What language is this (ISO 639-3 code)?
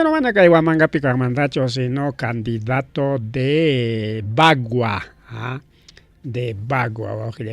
quy